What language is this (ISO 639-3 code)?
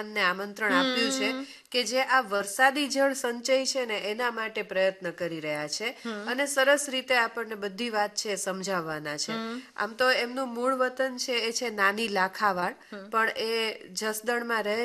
guj